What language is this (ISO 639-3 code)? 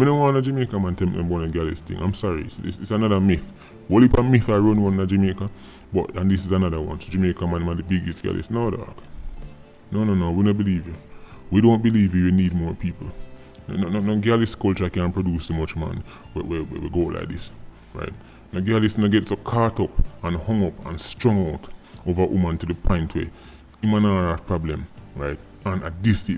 jam